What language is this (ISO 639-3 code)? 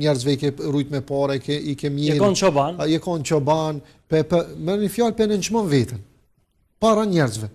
sqi